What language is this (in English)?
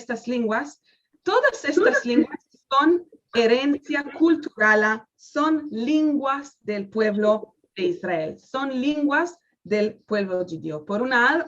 Ladino